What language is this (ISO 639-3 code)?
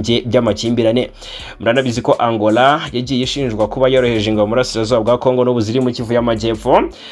kin